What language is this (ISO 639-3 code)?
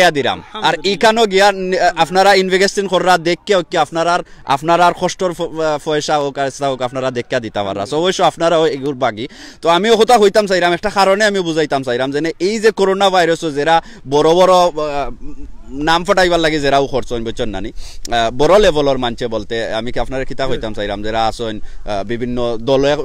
syl